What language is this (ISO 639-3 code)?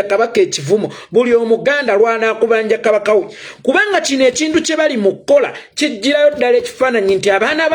lug